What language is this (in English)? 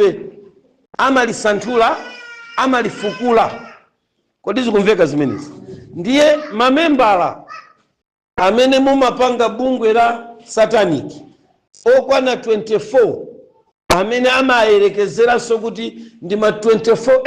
Nyanja